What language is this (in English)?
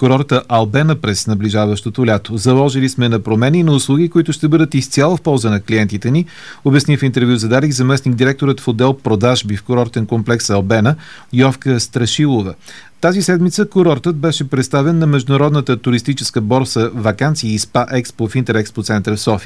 Bulgarian